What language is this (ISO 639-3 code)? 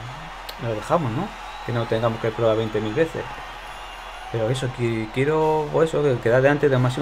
spa